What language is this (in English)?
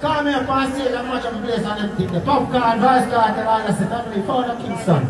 Jamaican Creole English